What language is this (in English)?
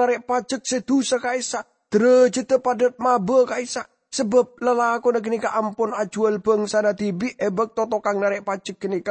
Madurese